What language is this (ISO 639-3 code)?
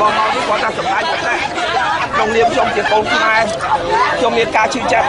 khm